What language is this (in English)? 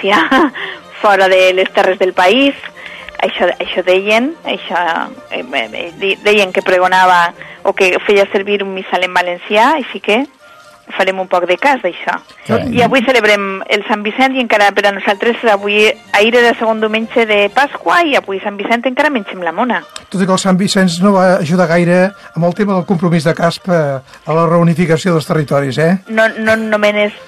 Catalan